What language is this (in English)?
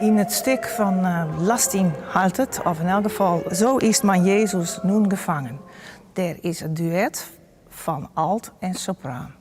Western Frisian